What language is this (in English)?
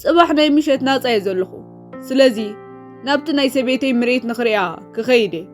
Tigrinya